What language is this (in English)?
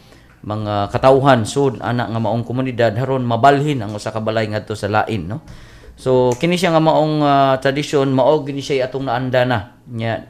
Cebuano